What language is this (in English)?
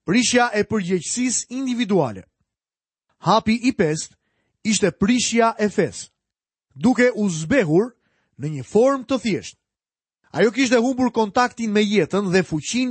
Albanian